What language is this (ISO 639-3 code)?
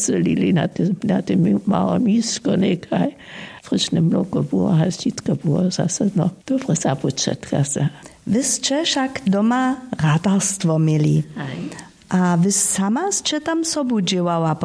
hsb